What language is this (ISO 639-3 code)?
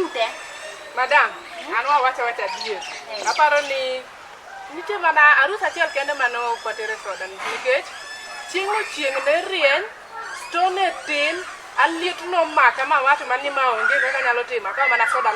luo